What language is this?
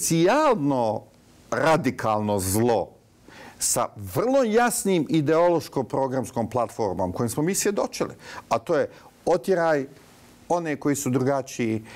Bosnian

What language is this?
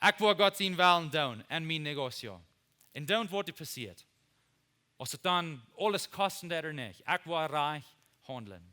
Plautdietsch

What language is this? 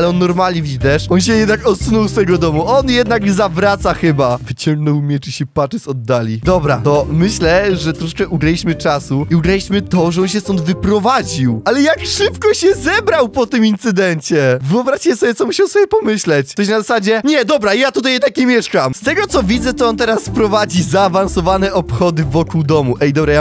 Polish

